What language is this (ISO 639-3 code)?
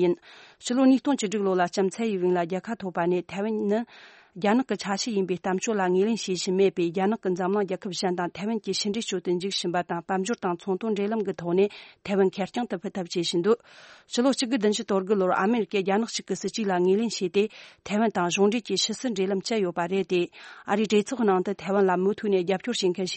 bod